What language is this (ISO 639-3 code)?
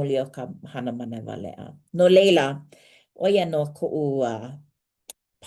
haw